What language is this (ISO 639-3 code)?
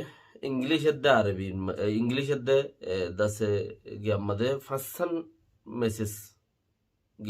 rhg